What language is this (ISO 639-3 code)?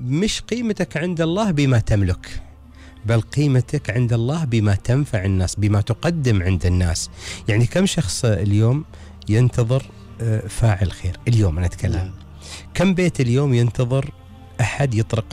afb